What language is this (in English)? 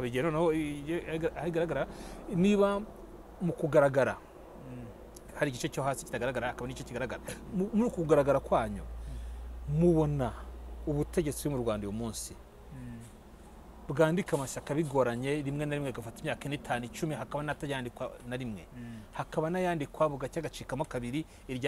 Kinyarwanda